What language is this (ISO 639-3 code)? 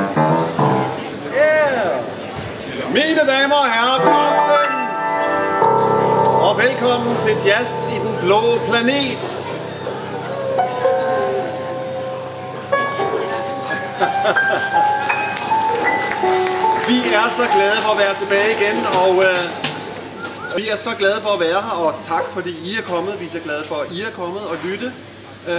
dan